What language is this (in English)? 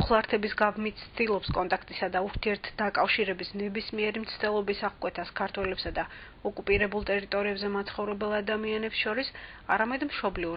Georgian